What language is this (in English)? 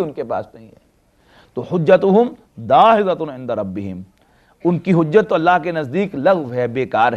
Urdu